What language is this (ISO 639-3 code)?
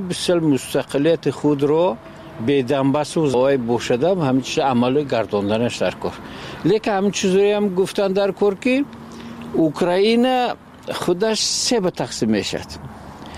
fas